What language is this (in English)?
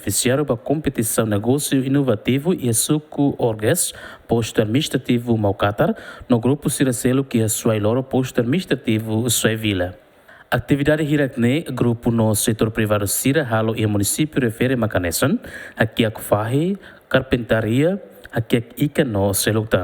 Tetum